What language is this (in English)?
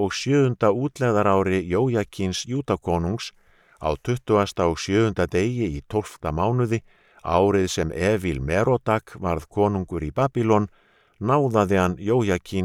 Icelandic